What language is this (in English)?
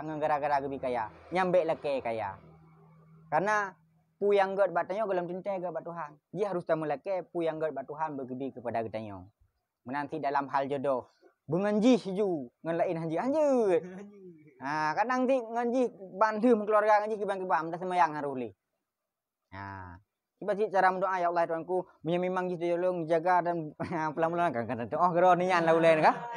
Achinese